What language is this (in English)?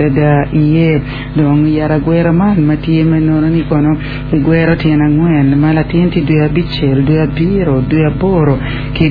Acoli